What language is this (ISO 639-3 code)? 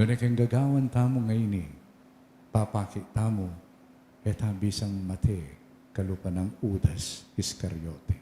pam